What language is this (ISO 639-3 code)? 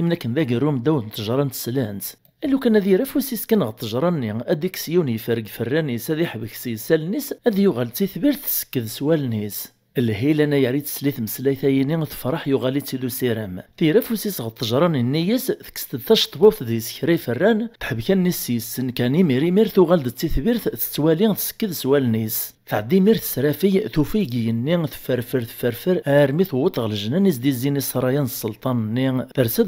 kab